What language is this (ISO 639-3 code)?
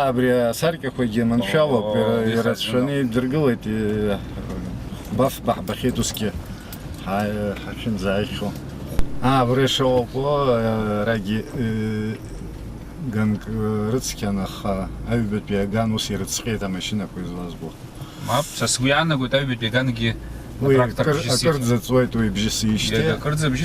abk